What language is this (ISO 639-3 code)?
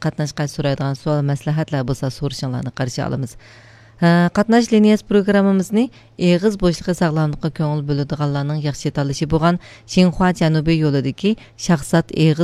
uig